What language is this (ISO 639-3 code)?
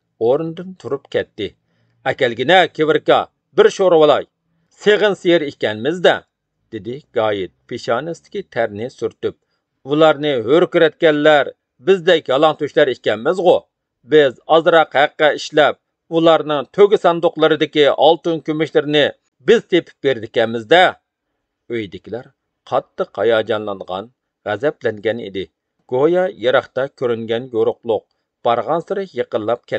uig